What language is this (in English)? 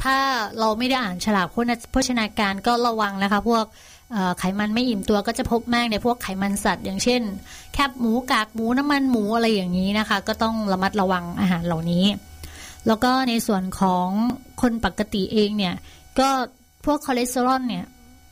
Thai